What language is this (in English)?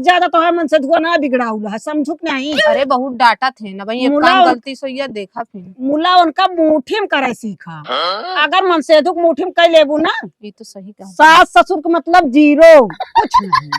Awadhi